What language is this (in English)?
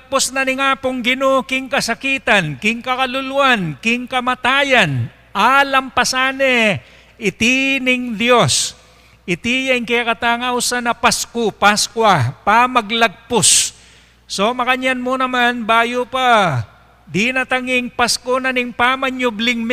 Pampanga